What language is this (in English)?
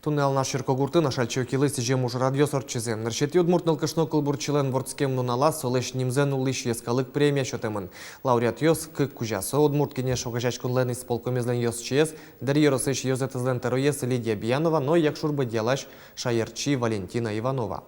Udmurt